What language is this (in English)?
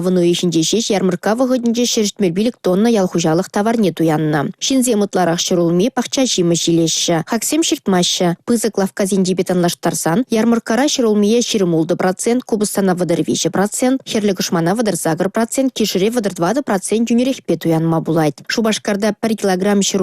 Chuvash